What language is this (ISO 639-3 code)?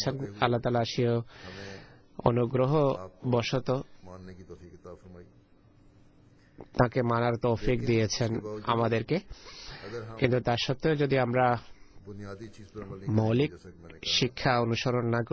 ben